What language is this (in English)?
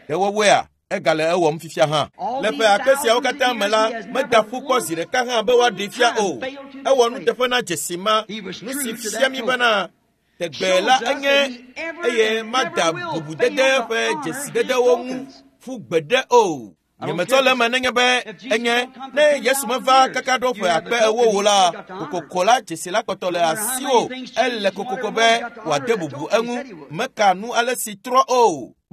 Ewe